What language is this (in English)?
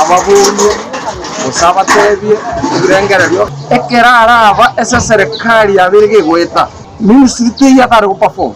Gusii